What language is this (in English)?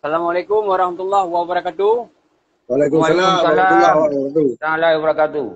Achinese